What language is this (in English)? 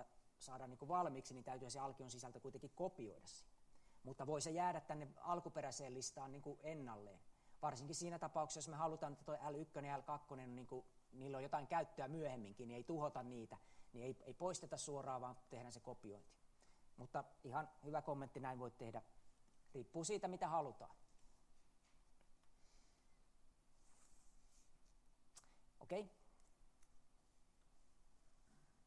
Finnish